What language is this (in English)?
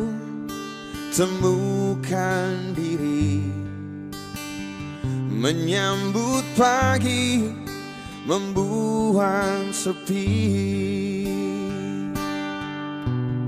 Indonesian